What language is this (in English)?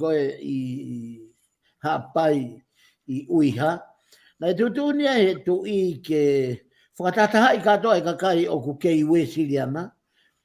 Tongan